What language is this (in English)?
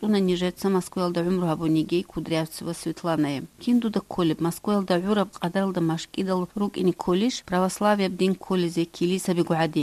Avaric